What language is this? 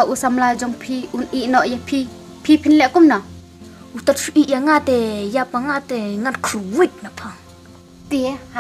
Khasi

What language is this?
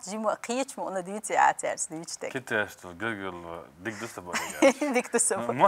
Chechen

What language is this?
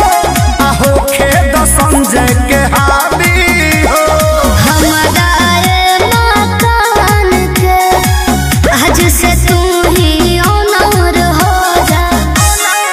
Bhojpuri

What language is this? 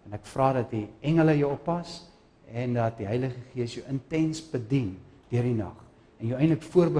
Afrikaans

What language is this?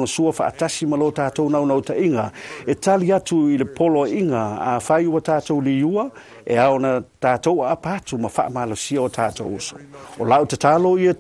Samoan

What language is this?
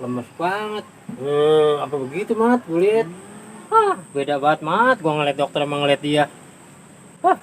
Betawi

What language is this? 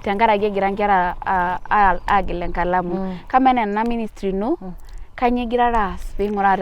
Masai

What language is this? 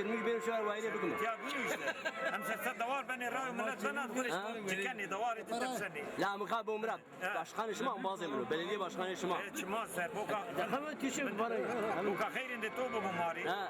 Zaza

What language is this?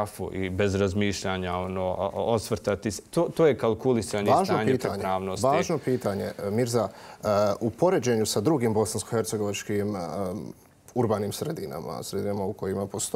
Bosnian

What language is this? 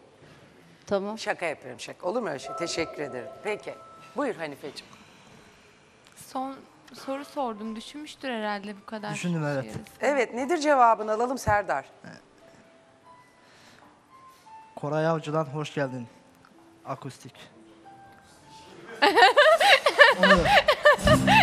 Turkish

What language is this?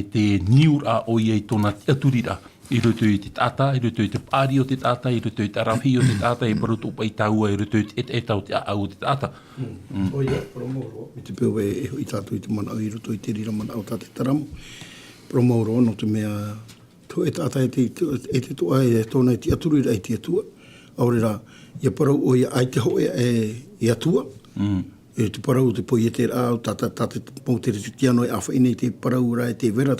Tahitian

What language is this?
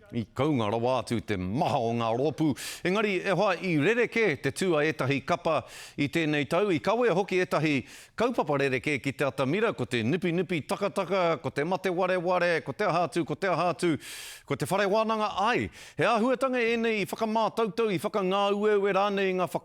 Māori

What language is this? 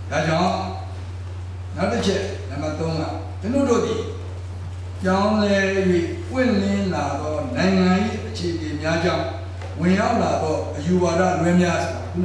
Burmese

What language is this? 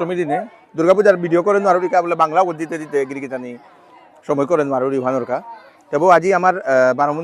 Bishnupriya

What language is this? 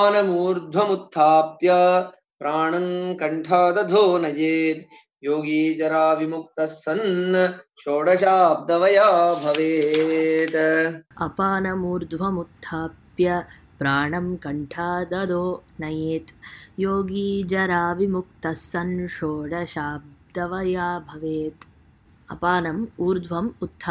Sanskrit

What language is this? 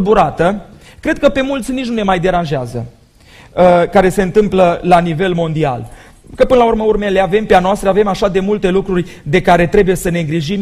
Romanian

